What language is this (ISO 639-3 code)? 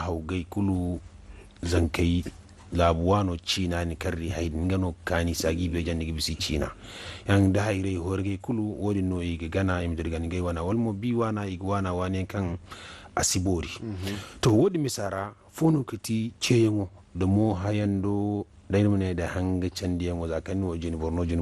dje